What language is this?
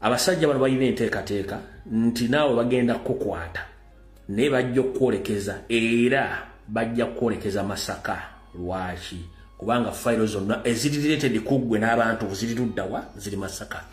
Ganda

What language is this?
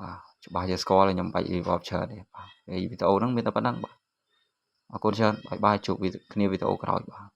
Khmer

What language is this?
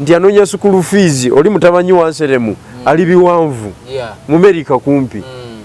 Ganda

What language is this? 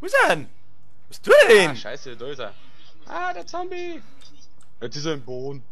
Bavarian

